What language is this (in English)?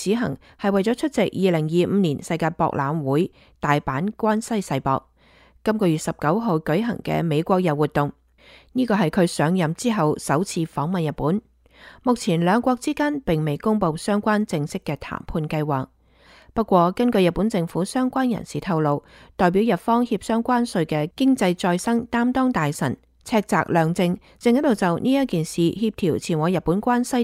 Cantonese